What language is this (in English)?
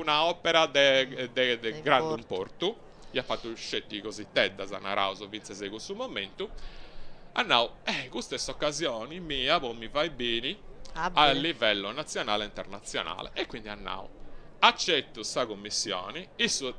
Sardinian